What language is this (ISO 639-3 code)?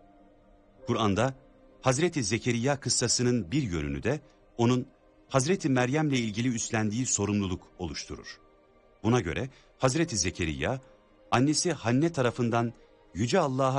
tur